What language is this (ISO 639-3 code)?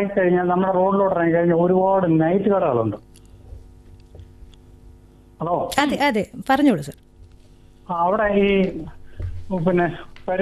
mal